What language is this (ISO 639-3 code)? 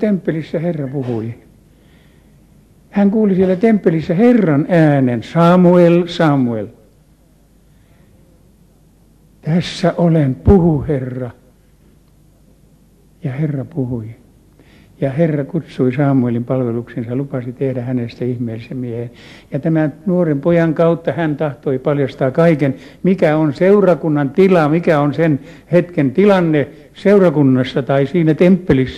fin